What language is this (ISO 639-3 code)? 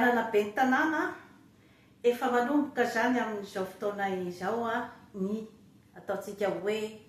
mlg